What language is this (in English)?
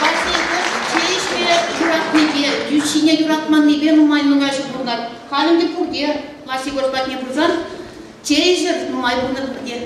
Chuvash